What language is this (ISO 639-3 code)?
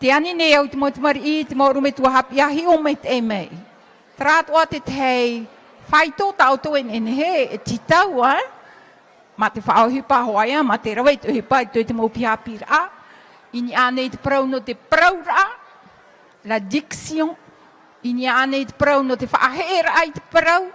tah